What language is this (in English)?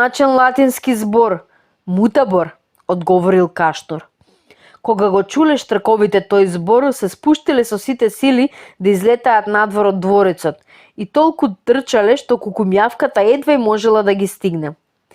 Macedonian